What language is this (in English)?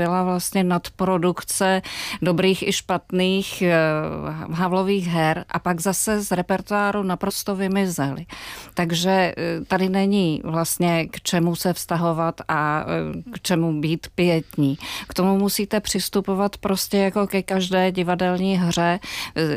Czech